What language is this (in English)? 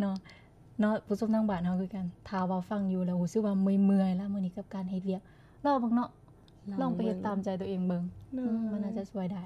Lao